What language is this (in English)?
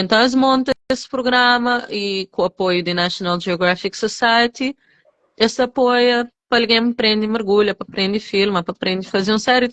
Kabuverdianu